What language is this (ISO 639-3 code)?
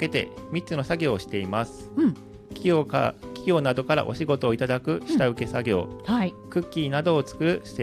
jpn